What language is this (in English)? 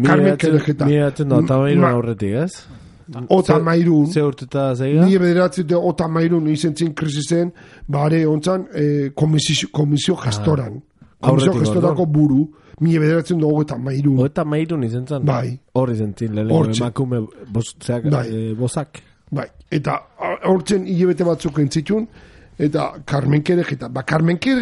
Basque